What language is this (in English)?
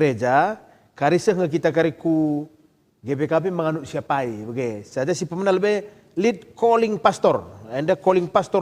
Batak Karo